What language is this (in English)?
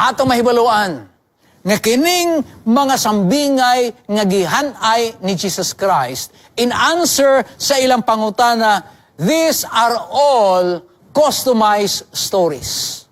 Cebuano